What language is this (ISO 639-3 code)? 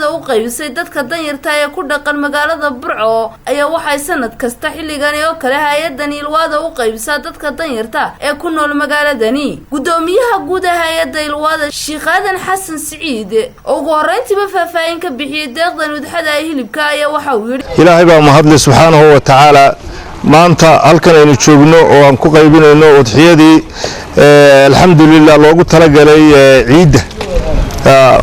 som